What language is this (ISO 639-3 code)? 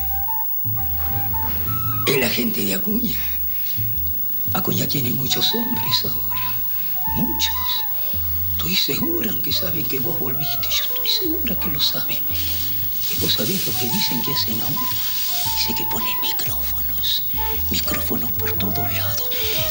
spa